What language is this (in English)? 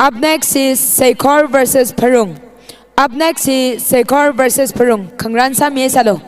Tangkhul Naga (India)